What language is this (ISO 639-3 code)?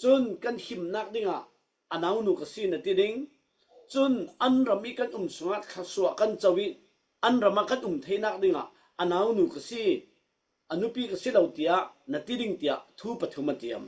cfm